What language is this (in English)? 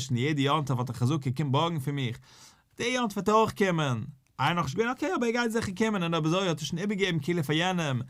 Yiddish